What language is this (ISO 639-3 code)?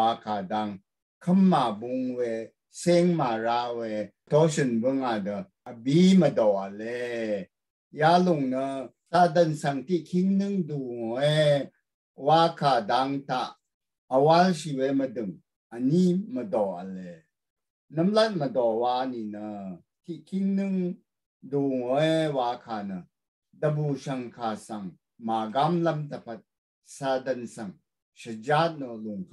raw